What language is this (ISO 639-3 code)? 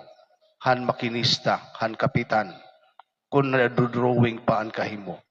war